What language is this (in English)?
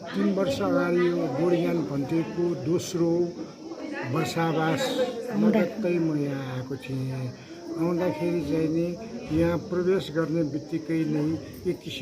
Nepali